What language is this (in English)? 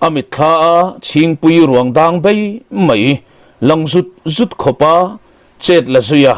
Mizo